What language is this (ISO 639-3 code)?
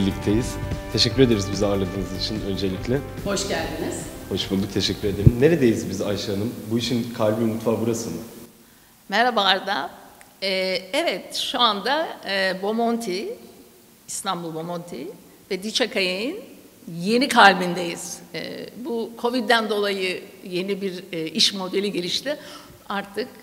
tur